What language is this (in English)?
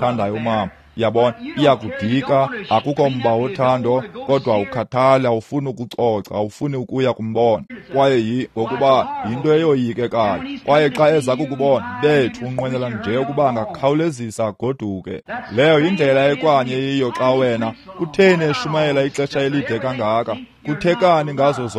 Xhosa